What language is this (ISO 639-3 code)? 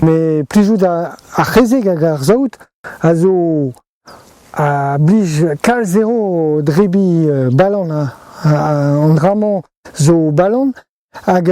bre